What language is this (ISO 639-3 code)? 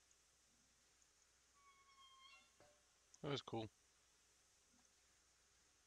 eng